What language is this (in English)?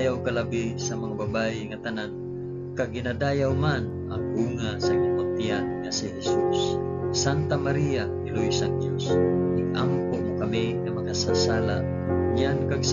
Hiligaynon